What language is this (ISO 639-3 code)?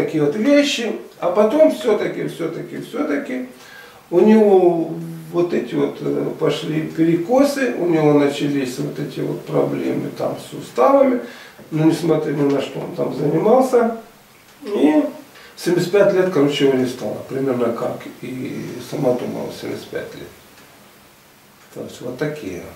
rus